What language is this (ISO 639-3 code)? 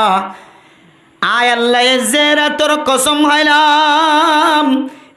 rhg